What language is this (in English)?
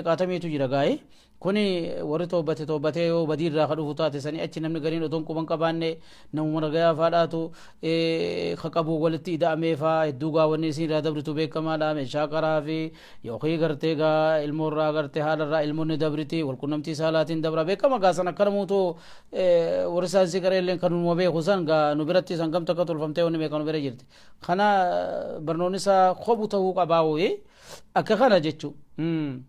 Oromo